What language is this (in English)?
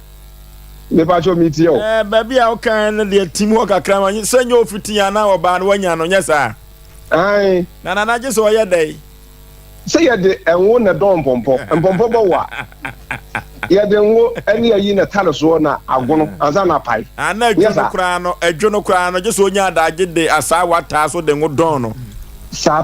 Akan